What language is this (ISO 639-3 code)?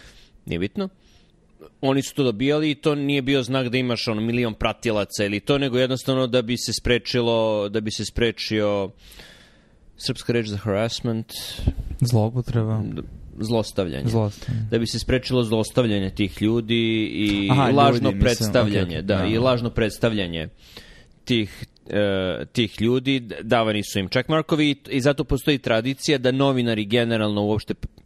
srp